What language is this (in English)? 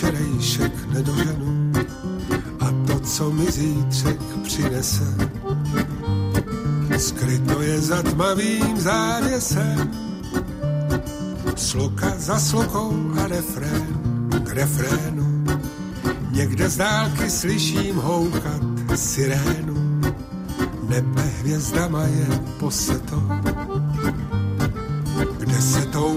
Czech